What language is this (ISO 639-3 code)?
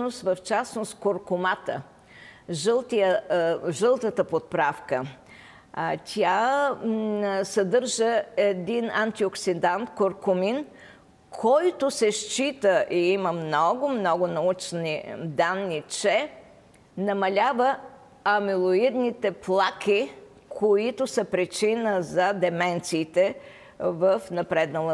bul